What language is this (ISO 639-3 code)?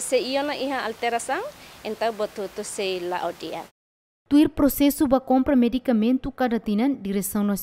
tet